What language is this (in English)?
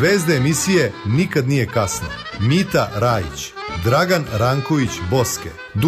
Serbian